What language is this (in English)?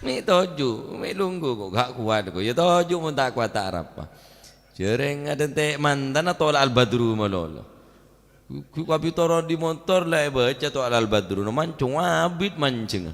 Madurese